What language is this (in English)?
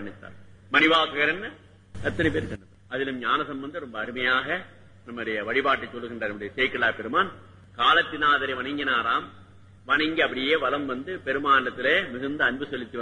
Tamil